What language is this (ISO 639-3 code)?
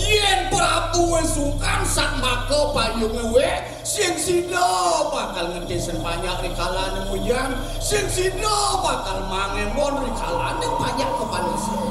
ban